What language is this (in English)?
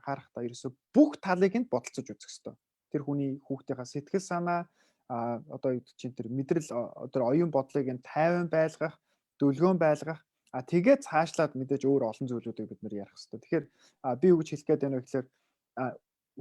Mongolian